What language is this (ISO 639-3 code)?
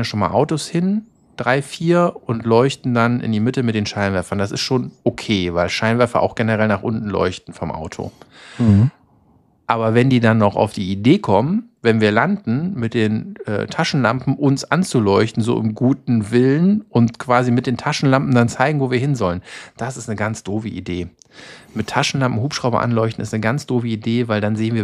deu